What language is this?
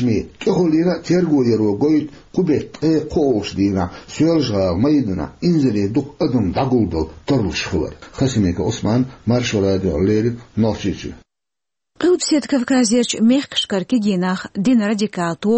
Chechen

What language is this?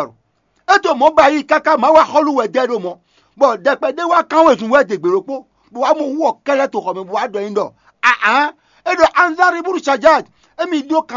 Fon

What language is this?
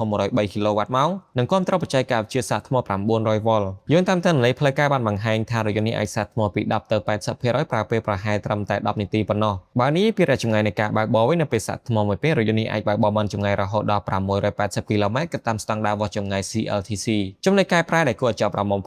Khmer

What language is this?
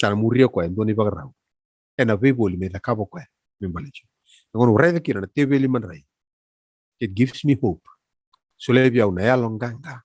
Fijian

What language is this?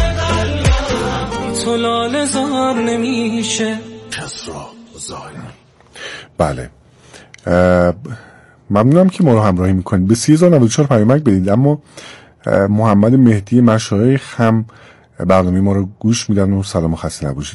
Persian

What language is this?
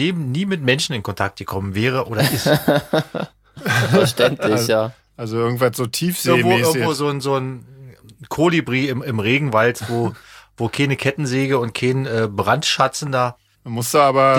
German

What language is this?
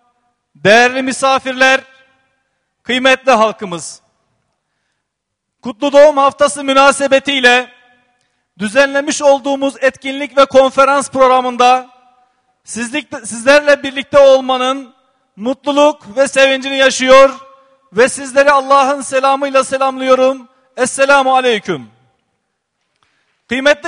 Turkish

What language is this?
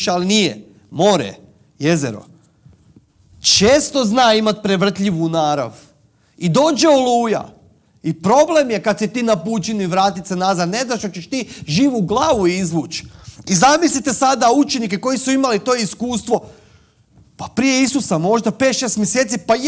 Croatian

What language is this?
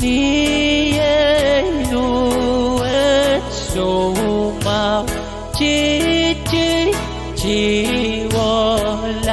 Pohnpeian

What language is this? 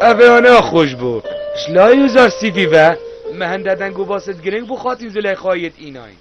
Kurdish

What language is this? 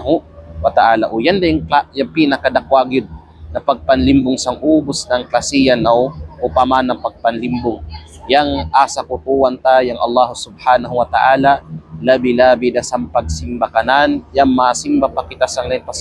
Kalagan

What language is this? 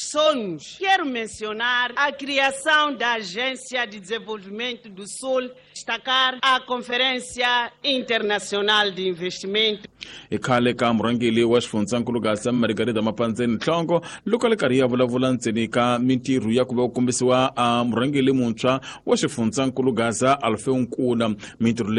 Tsonga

